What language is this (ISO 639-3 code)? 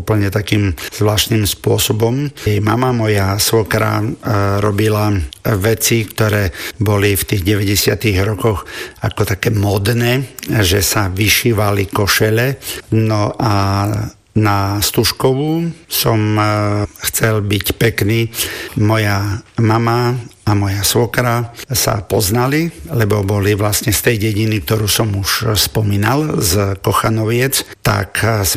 slk